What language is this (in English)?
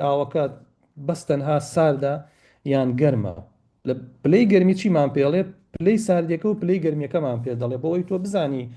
Central Kurdish